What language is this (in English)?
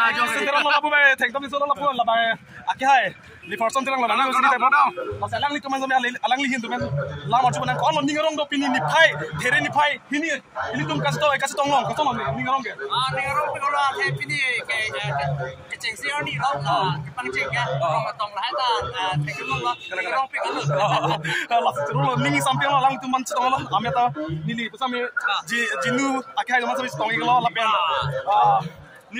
Karbi